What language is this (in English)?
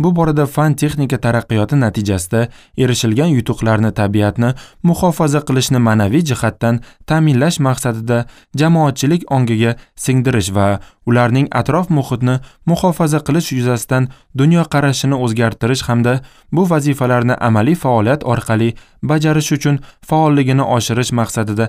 Uzbek